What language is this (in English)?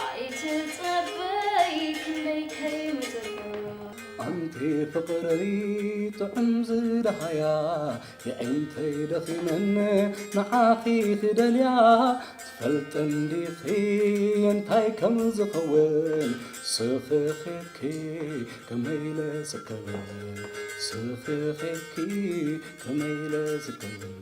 Tigrinya